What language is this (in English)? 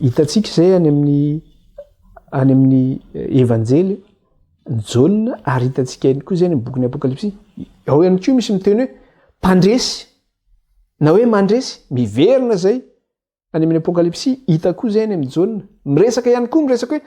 Malagasy